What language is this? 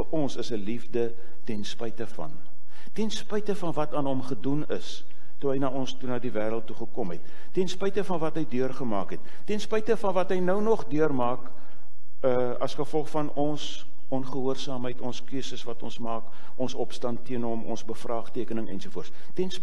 Afrikaans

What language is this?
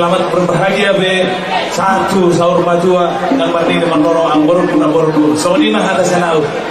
Batak Toba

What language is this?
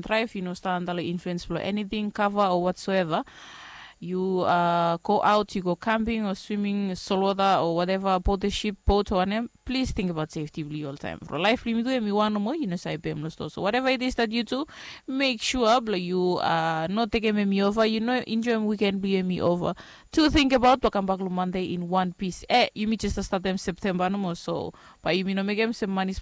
Bislama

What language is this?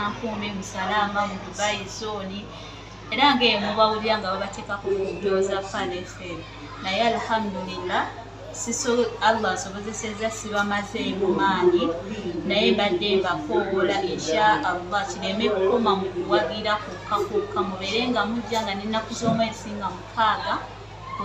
Ganda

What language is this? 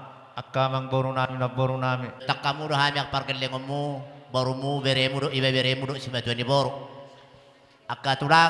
Batak Toba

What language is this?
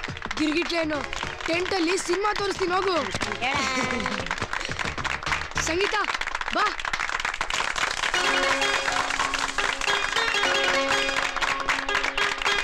Kannada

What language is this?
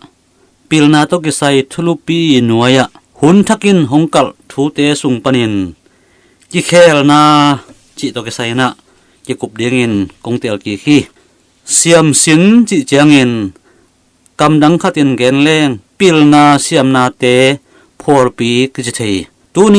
Tedim Chin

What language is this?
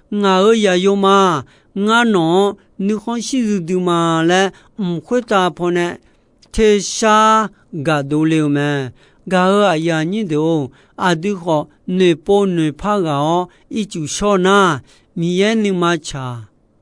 Akha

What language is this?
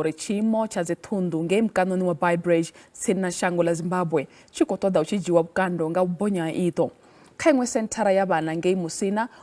Venda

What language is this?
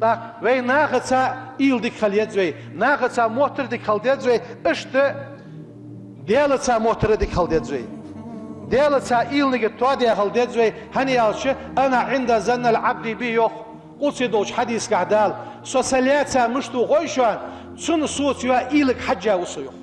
Ingush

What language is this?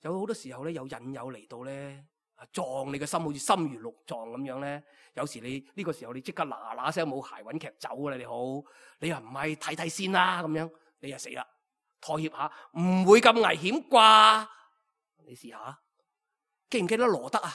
Cantonese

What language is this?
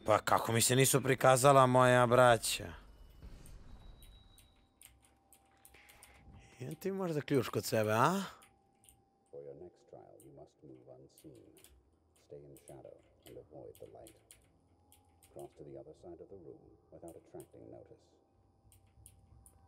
Croatian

